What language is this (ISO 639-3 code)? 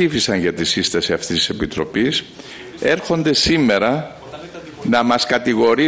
ell